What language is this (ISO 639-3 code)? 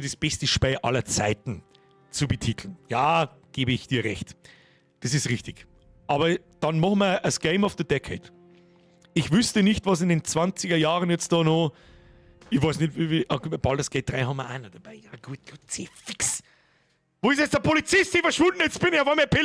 bar